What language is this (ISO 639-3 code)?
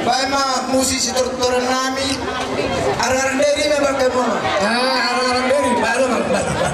bbc